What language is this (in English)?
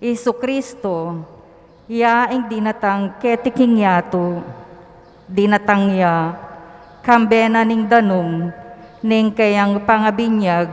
Pampanga